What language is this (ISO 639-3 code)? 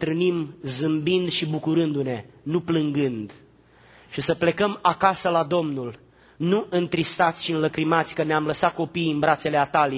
ron